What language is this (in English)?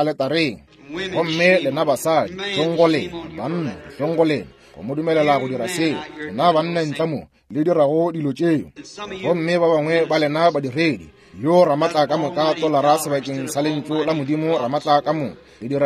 Northern Sotho